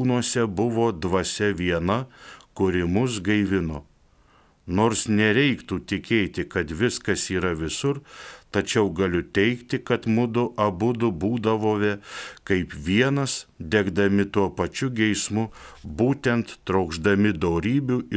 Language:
Lithuanian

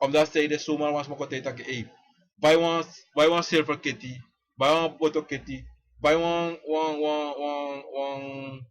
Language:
Sranan Tongo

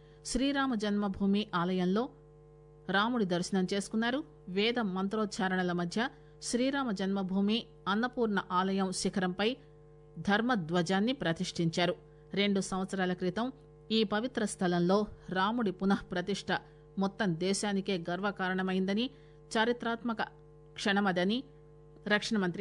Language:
Telugu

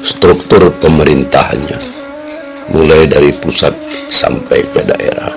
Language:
Minangkabau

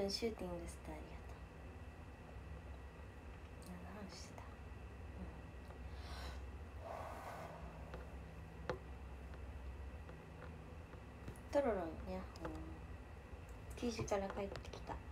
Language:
Japanese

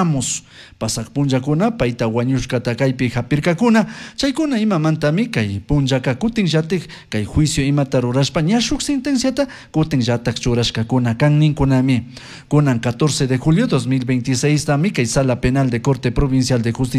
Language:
Chimborazo Highland Quichua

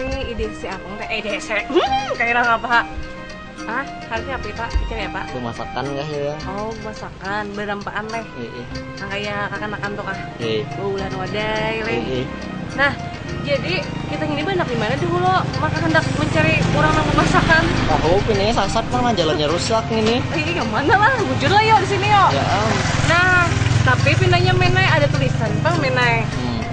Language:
Banjar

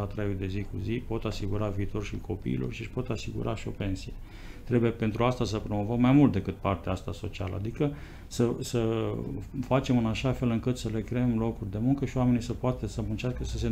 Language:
Romanian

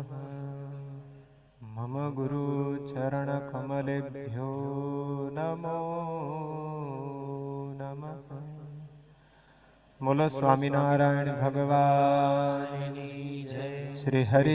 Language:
Gujarati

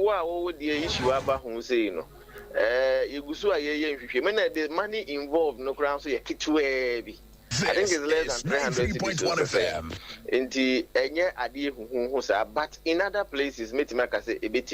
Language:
Akan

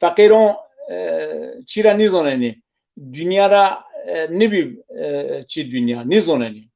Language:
Zaza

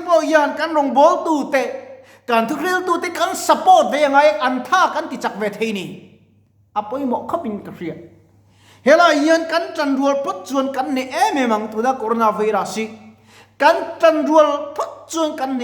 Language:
Mizo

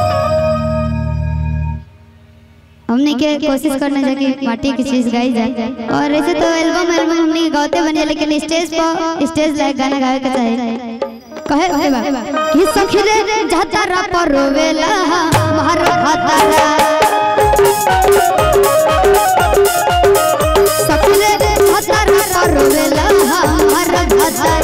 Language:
Bhojpuri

